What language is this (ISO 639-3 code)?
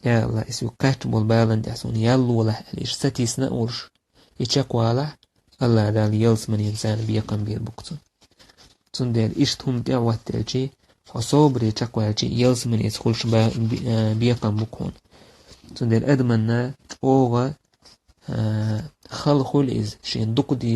che